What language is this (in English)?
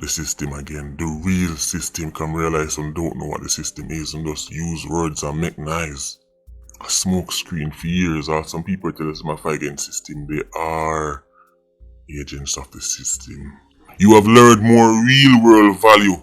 Jamaican Creole English